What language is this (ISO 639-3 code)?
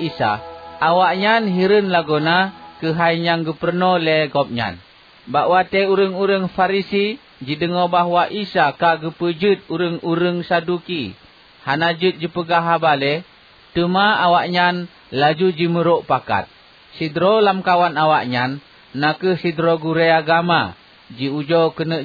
ace